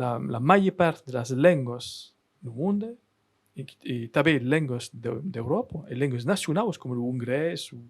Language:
Occitan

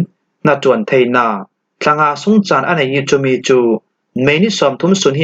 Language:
Falam Chin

